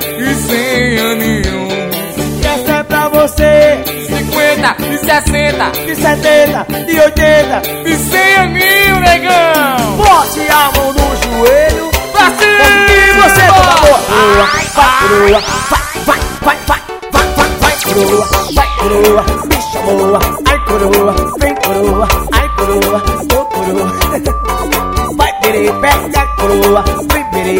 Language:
Portuguese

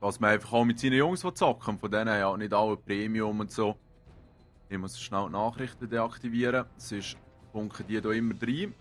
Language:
Swiss German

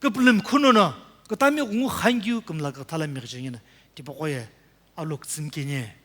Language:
Sumi Naga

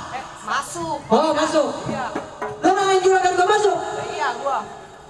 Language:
Betawi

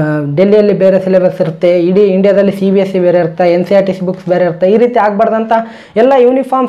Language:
Kannada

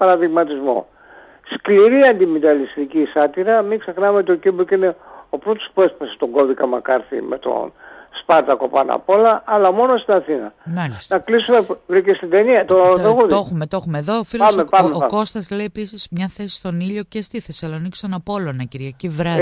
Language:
Greek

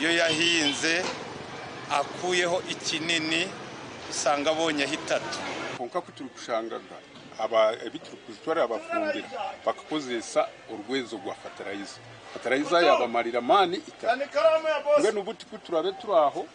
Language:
Nyankole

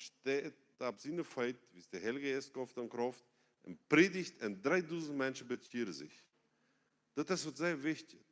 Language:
Plautdietsch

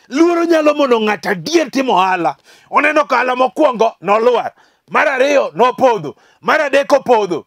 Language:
Luo (Kenya and Tanzania)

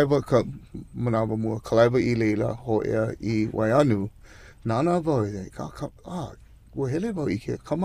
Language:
Hawaiian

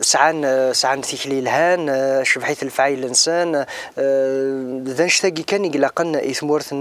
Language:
Kabyle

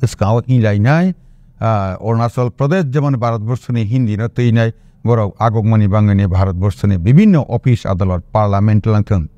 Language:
Kok Borok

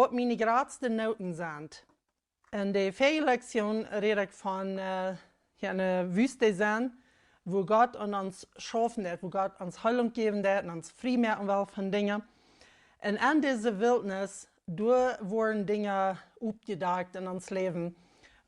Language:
Plautdietsch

